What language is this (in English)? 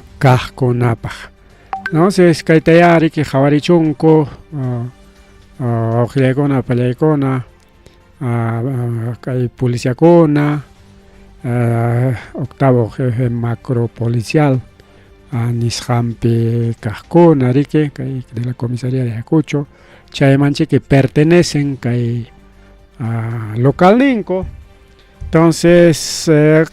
Ayacucho Quechua